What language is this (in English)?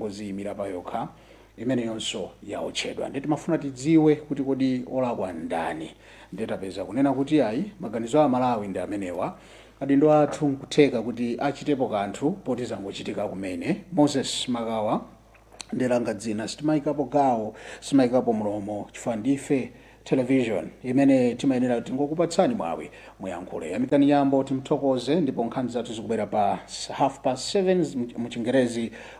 Nyanja